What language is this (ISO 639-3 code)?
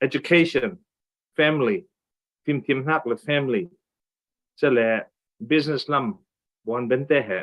cfm